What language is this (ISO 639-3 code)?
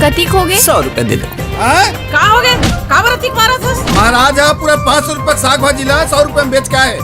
hne